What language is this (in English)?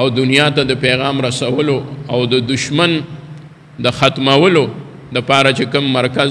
Pashto